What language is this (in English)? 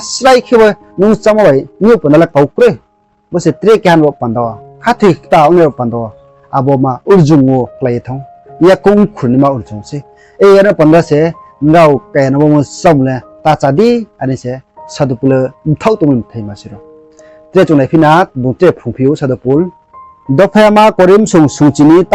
Riang (India)